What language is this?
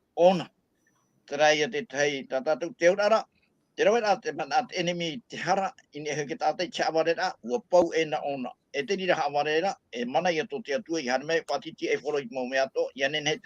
Tahitian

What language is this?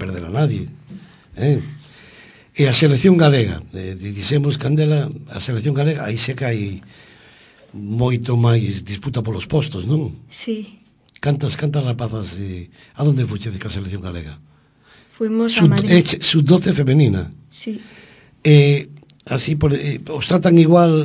Galician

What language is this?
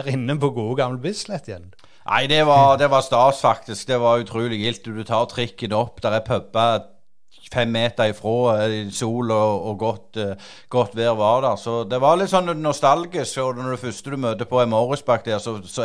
Norwegian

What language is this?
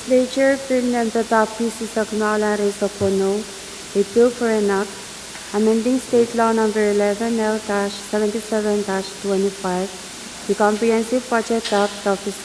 Pohnpeian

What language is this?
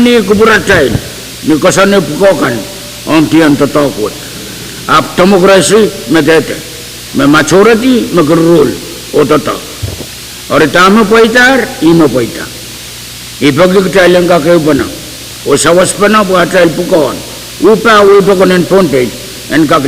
Pohnpeian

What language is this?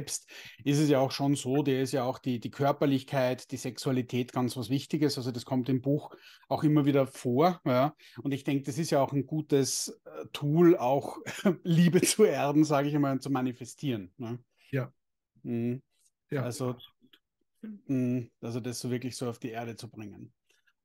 German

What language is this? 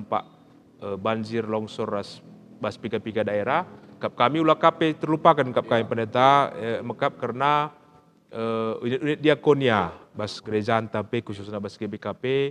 Batak Karo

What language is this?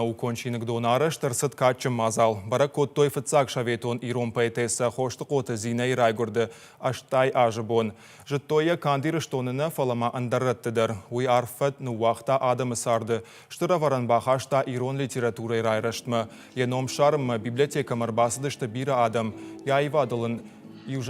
Ossetic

